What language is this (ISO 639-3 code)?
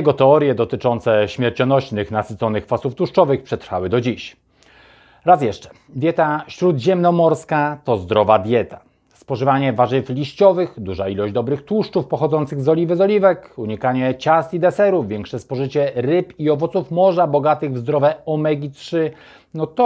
pol